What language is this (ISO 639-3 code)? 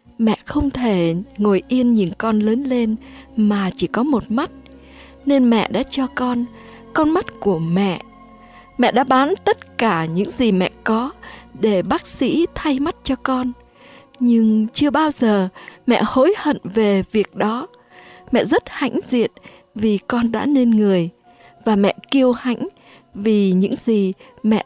vie